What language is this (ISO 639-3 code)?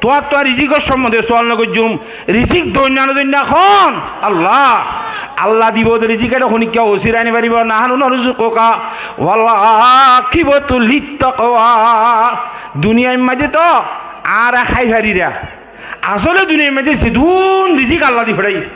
rhg